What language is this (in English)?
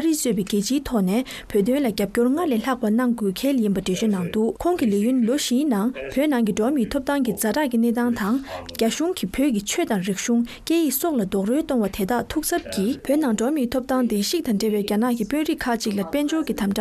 Tibetan